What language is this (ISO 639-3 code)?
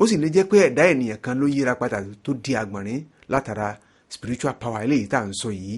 yor